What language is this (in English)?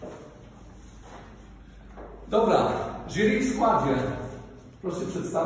Polish